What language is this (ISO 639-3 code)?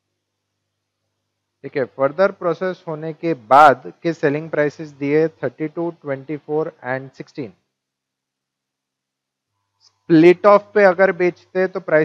hin